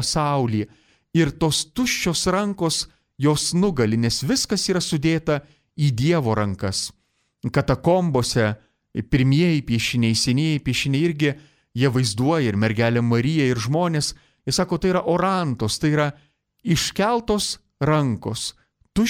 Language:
Lithuanian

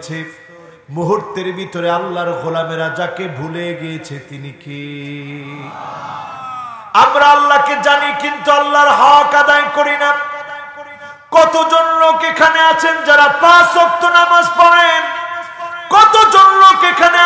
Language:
Bangla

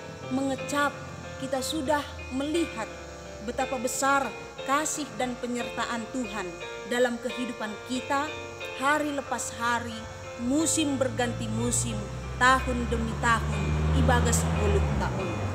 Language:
Batak Simalungun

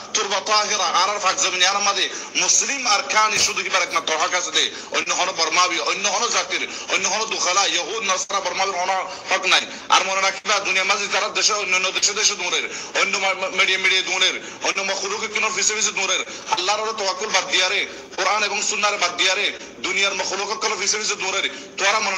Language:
Rohingya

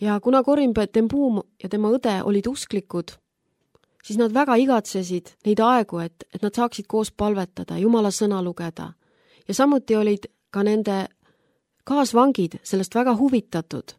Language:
Estonian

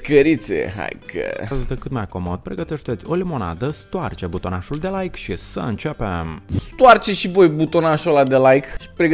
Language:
Romanian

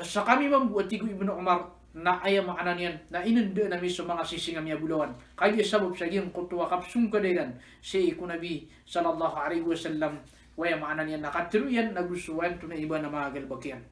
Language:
Maranao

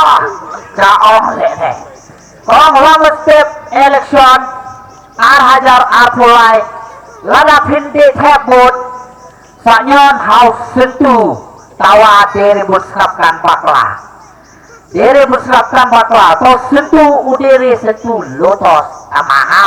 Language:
Khasi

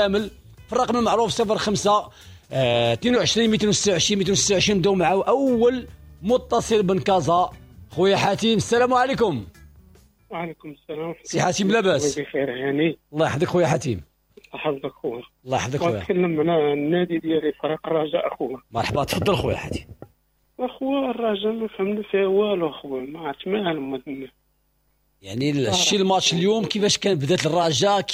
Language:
Moroccan Arabic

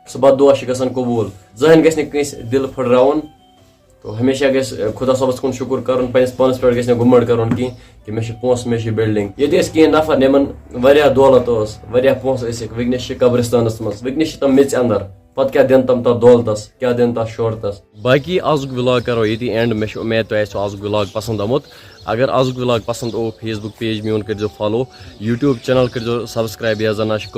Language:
Kashmiri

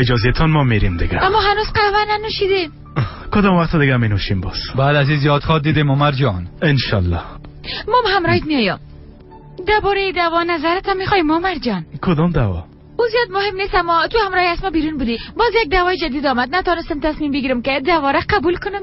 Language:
Persian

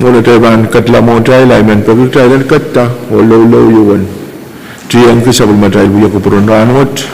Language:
Pohnpeian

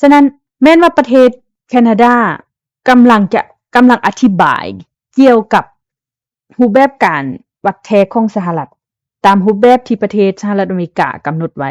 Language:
Lao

